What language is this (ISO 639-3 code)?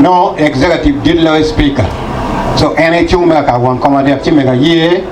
ach